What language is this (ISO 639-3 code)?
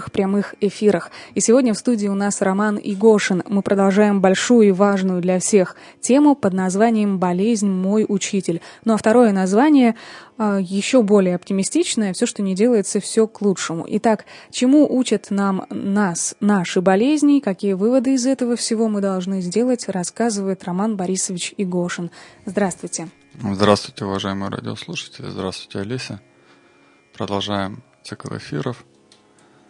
rus